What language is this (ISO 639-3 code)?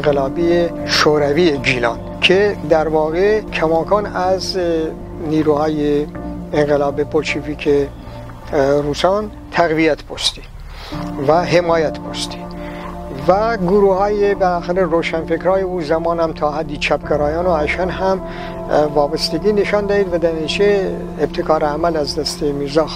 glk